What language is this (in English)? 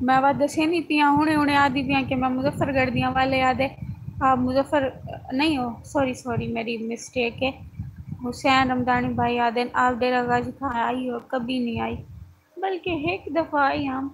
Saraiki